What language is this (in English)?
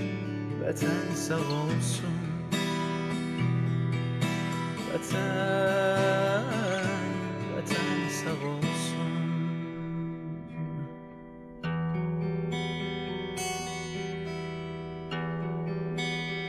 Turkish